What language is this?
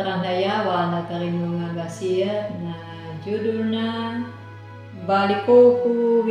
Anakalangu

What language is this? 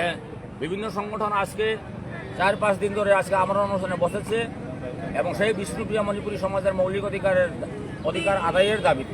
Bishnupriya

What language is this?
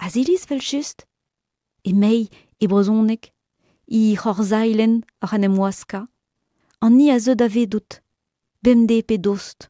Breton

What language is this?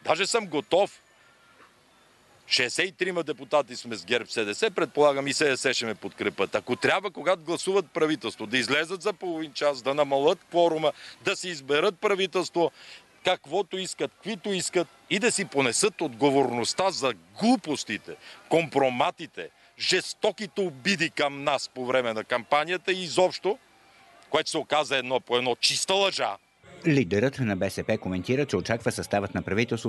Bulgarian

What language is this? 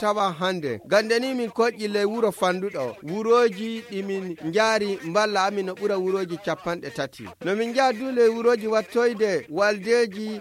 Fula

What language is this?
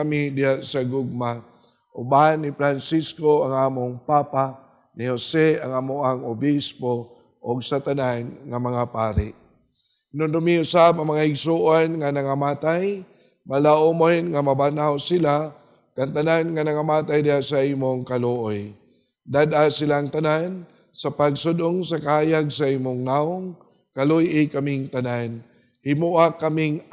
Cebuano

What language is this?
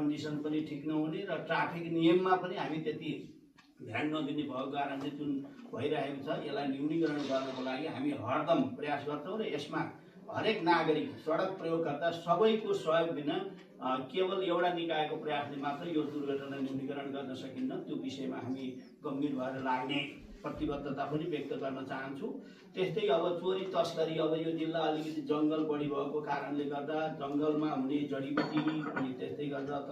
Nepali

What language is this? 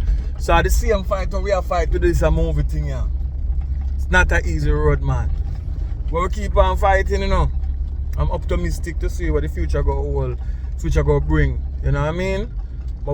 Jamaican Creole English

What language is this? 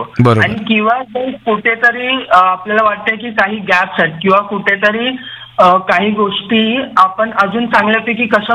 Marathi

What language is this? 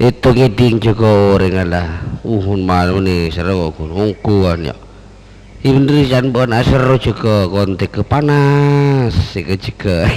Madurese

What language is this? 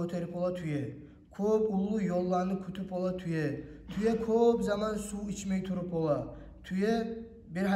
Kumyk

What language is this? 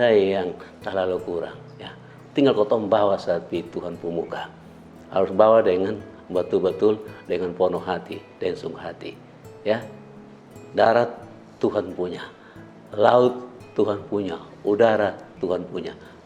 Kupang Malay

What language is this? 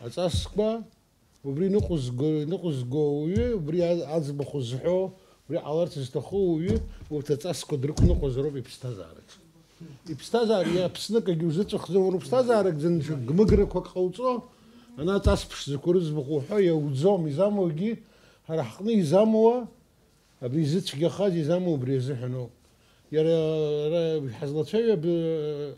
Abkhazian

